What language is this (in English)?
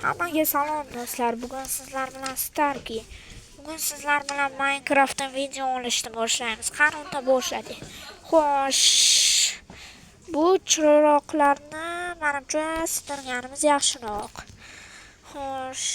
Uzbek